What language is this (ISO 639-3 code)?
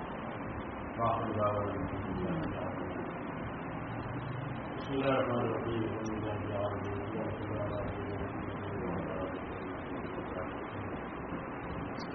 urd